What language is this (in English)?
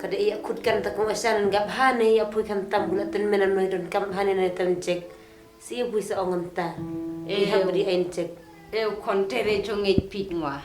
Khasi